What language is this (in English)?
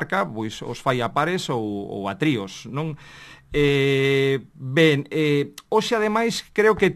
Galician